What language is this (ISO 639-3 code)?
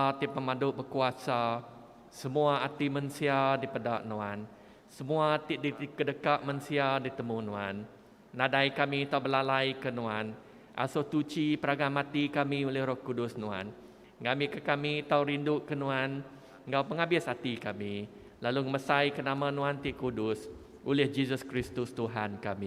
iba